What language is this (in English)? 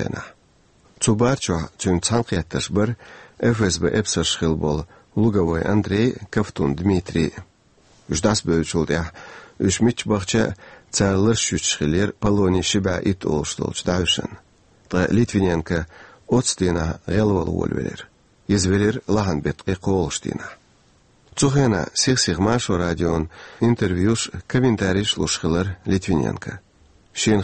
Chechen